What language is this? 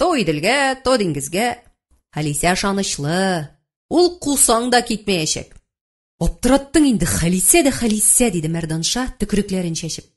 Tatar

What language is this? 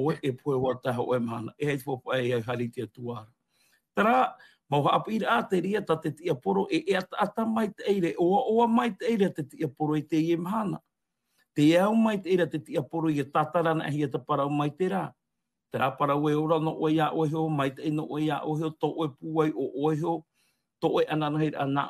Tahitian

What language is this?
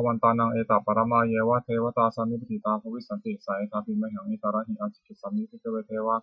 Pali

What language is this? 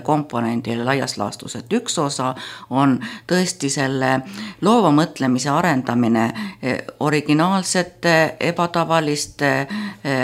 Estonian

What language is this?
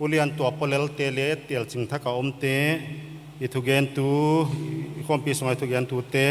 Paite Chin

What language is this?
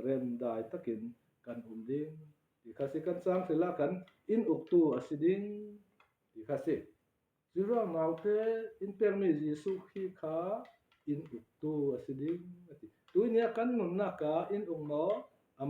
Falam Chin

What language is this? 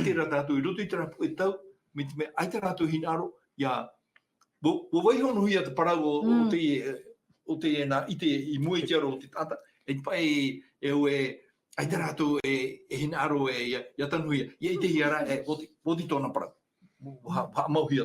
Tahitian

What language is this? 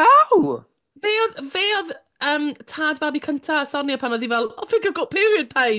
Welsh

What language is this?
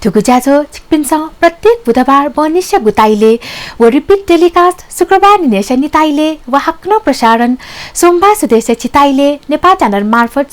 Newari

